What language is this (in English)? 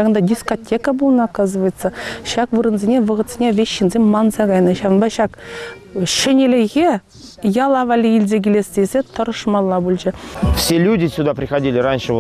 Chuvash